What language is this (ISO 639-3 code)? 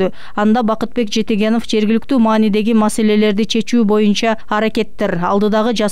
kir